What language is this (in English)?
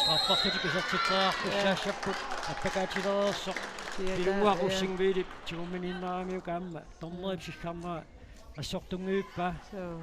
Kalaallisut